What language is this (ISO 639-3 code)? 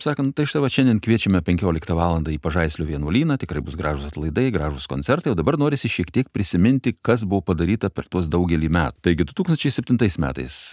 lit